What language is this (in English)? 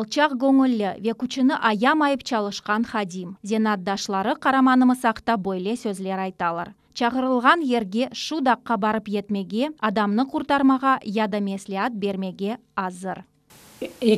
Crimean Tatar